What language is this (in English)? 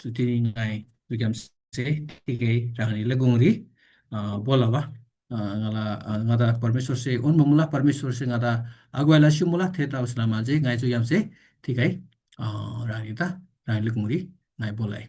Eastern Tamang